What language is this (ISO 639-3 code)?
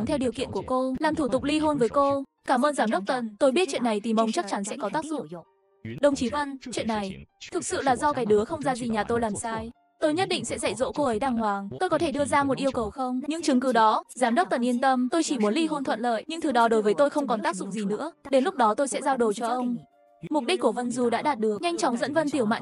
vie